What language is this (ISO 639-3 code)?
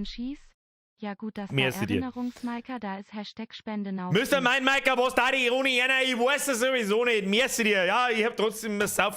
bar